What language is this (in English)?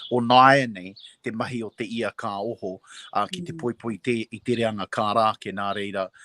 Māori